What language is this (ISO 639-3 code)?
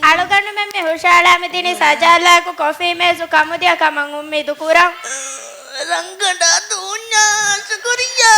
div